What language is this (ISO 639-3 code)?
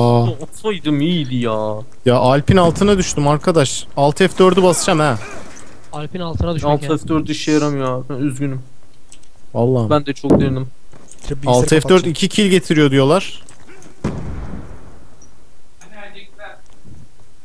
tur